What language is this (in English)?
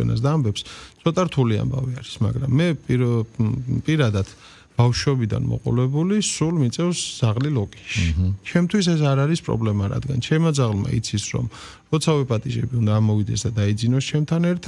Georgian